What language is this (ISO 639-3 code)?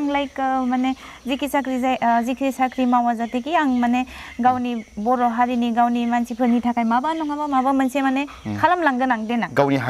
brx